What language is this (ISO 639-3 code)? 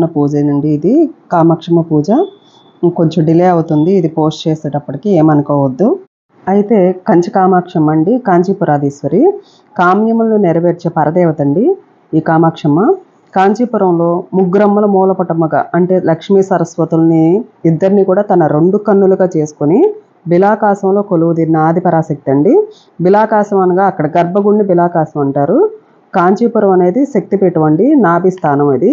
tel